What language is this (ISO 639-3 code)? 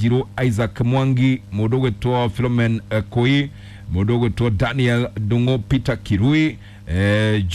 kik